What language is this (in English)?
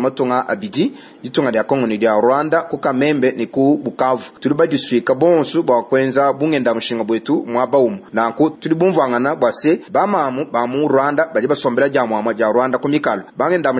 Luba-Lulua